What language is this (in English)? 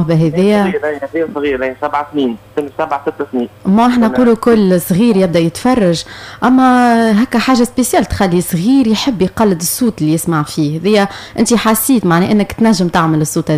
Tunisian Arabic